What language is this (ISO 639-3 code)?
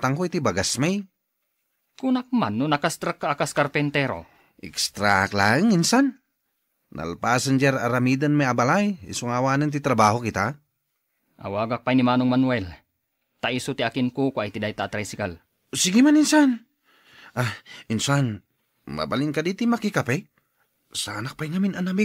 ilo